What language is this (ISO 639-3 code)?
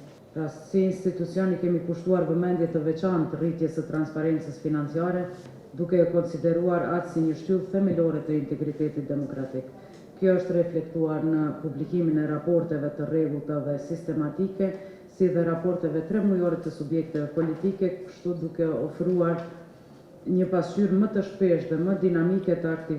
sqi